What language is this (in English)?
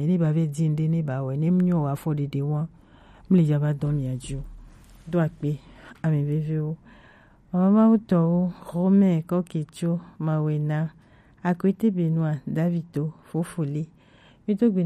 Gen